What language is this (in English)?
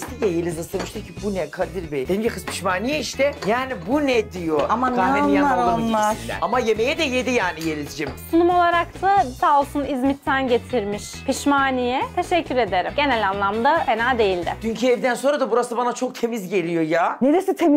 Turkish